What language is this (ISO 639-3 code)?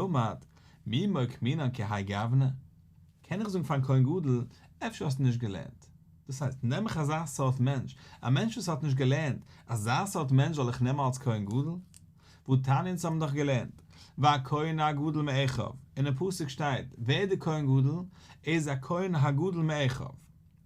yid